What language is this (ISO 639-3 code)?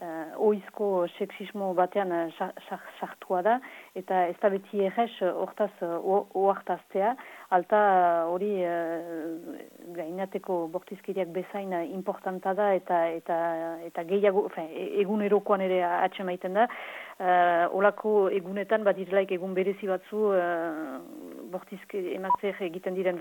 eus